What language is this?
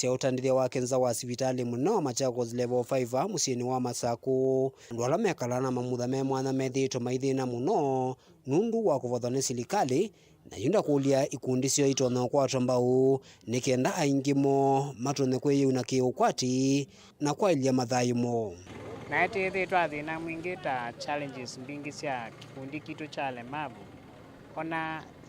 Kamba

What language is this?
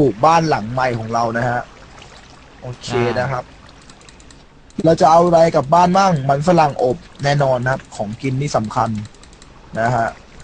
Thai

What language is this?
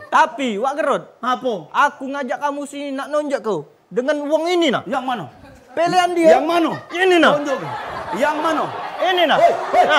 Musi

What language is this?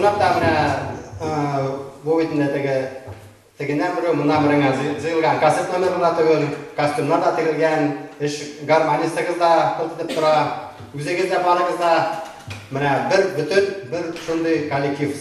Tatar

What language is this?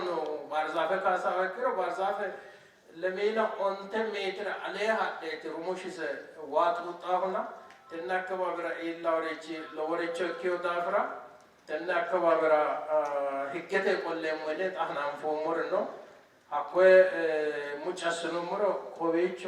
Sidamo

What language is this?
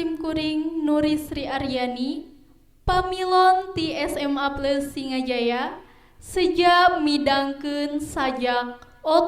Sundanese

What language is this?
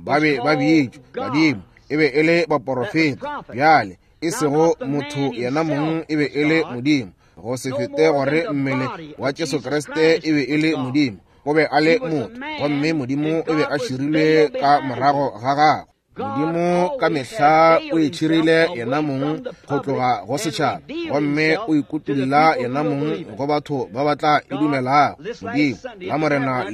Northern Sotho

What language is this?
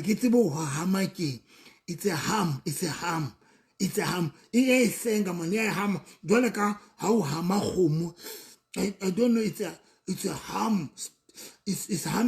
Southern Sotho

